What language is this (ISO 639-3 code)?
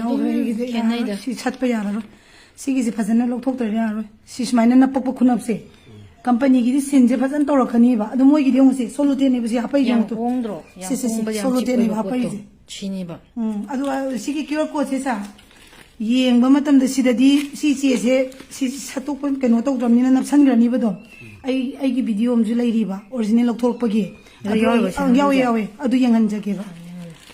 mni